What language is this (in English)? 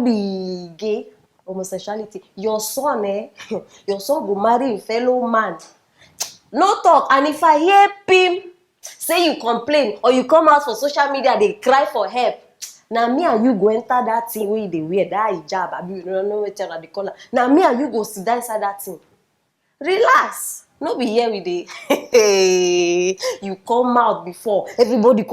Nigerian Pidgin